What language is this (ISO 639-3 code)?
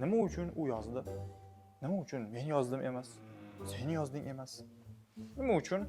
uzb